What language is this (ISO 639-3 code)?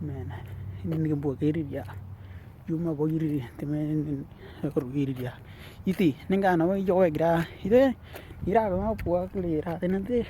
dnw